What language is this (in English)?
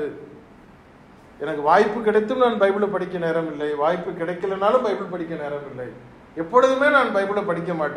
Tamil